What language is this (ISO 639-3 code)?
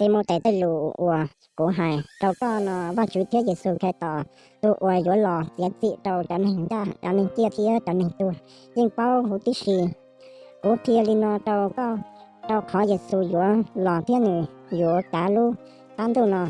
hmn